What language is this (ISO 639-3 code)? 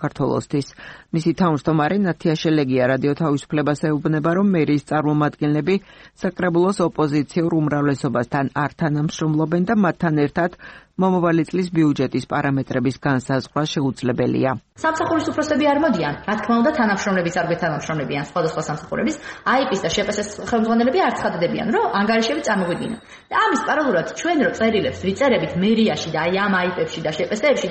kat